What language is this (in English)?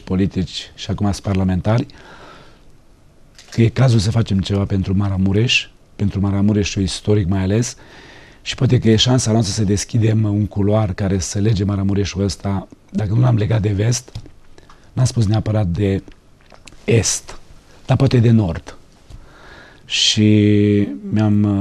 Romanian